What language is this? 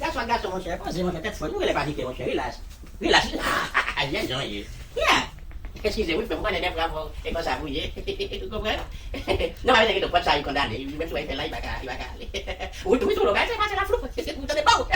Haitian Creole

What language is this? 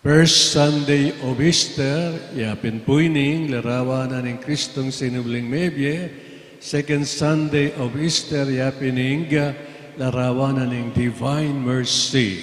Pampanga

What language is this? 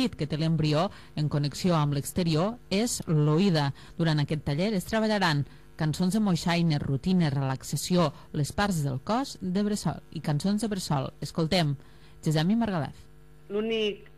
Catalan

